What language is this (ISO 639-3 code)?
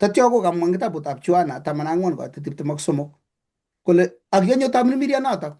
kln